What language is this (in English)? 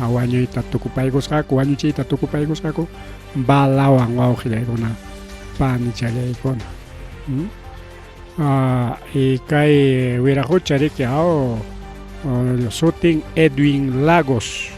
Ayacucho Quechua